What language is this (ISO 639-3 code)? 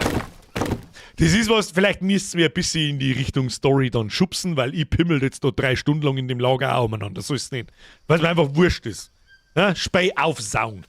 bar